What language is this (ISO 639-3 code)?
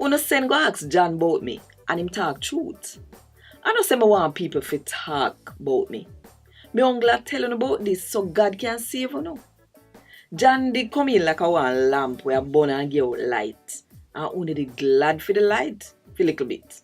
jam